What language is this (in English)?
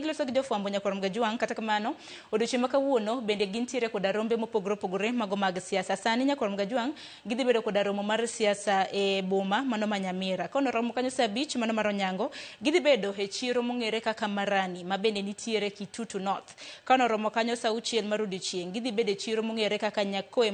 Luo (Kenya and Tanzania)